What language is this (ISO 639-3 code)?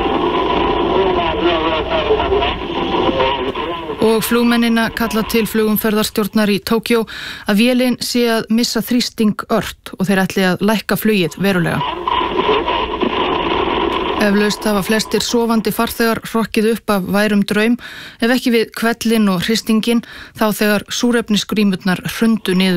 isl